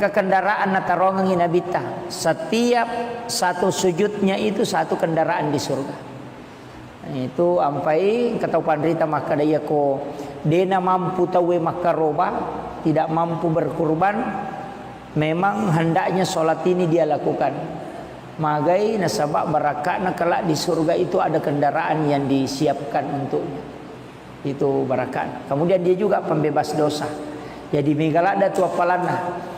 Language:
Buginese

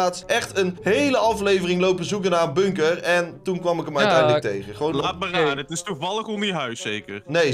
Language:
Dutch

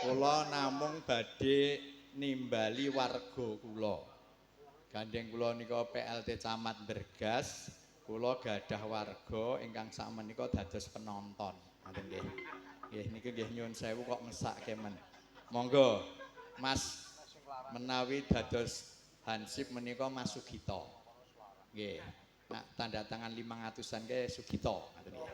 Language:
Javanese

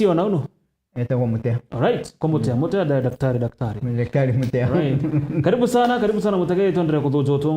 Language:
Meru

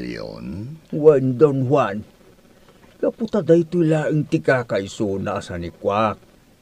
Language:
Iloko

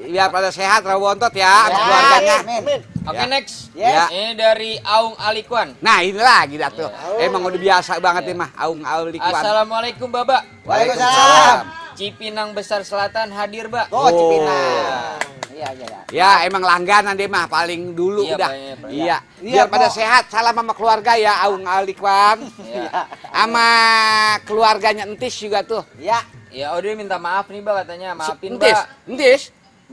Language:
Betawi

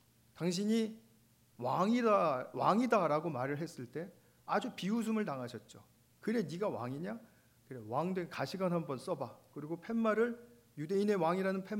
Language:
Korean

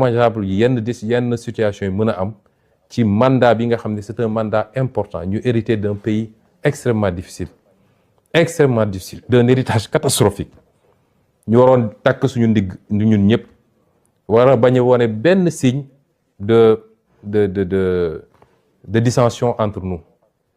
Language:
Wolof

